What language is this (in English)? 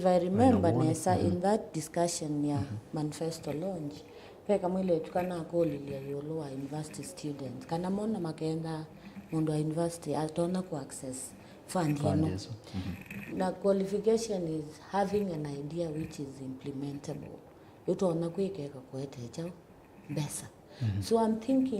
Kamba